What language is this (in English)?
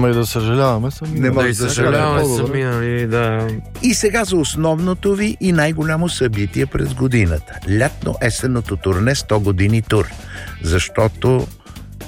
Bulgarian